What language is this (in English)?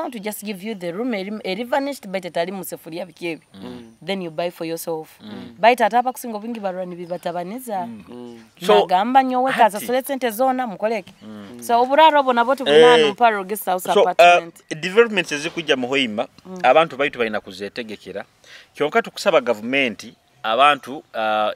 Nyoro